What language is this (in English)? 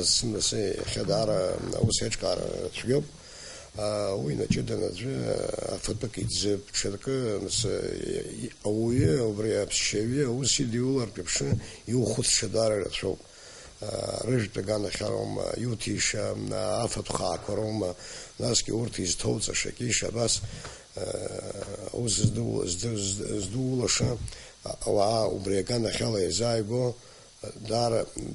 Abkhazian